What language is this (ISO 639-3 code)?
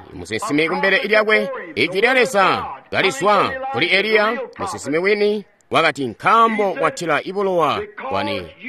toi